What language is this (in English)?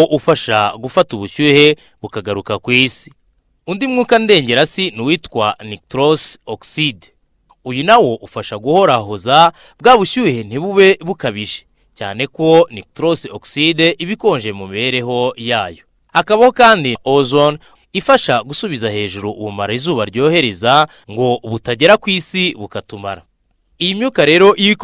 Kinyarwanda